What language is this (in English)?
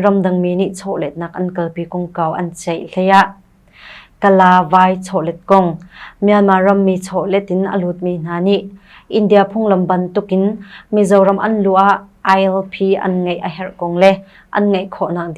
Hakha Chin